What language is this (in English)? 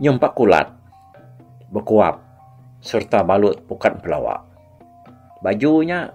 Iban